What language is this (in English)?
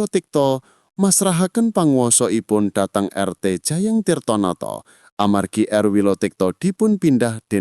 Javanese